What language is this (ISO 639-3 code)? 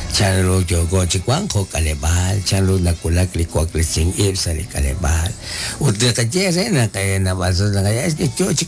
kek